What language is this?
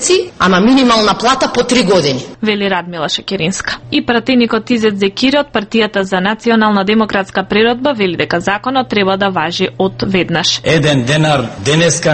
Macedonian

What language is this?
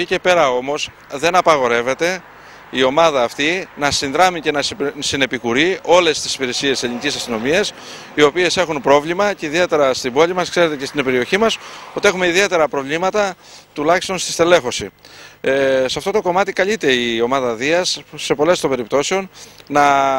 Greek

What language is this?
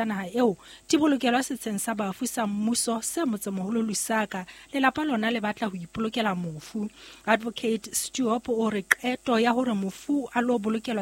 Southern Sotho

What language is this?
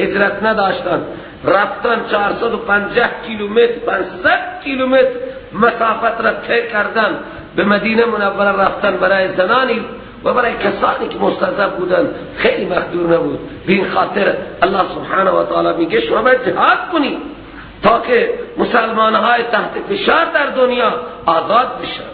Persian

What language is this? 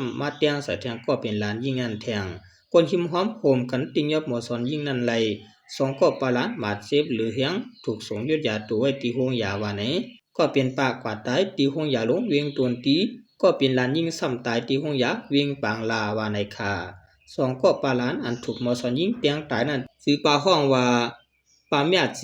Shan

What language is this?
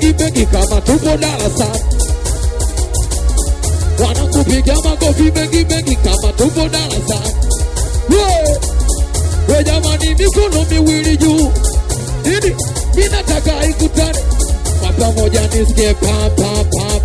Swahili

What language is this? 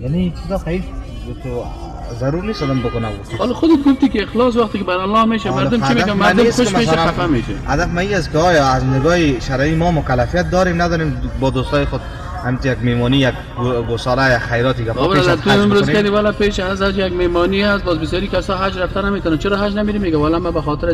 Tajik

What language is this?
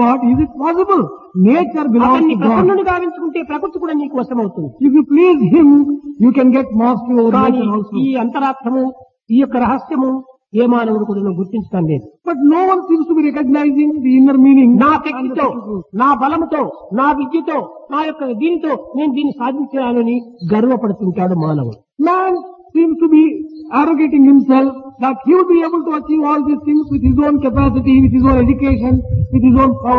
Telugu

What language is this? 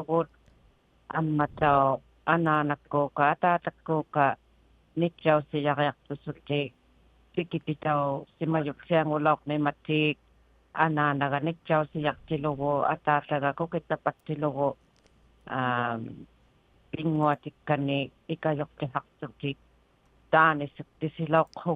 Inuktitut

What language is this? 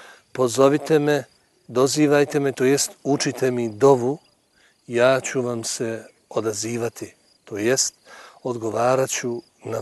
Bosnian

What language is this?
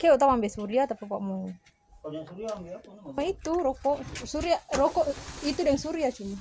Manado Malay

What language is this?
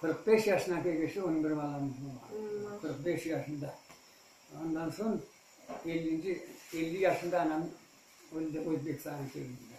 Crimean Tatar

